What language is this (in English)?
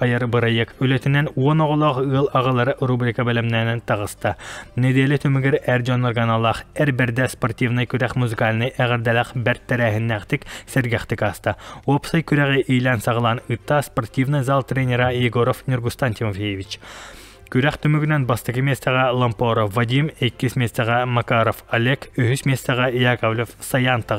Yakut